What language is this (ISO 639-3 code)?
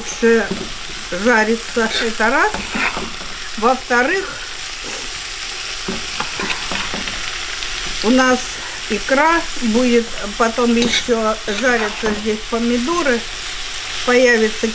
rus